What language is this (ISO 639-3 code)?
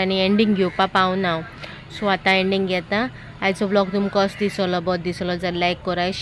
kok